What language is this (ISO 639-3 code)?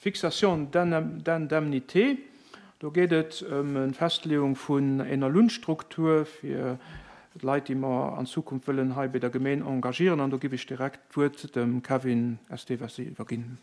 ltz